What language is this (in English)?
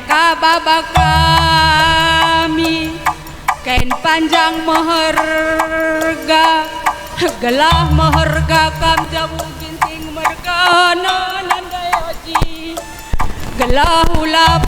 Batak Karo